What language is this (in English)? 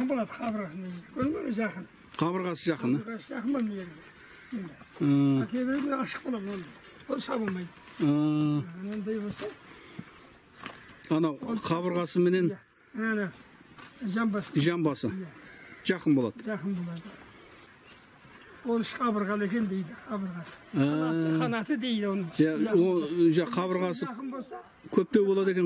Kazakh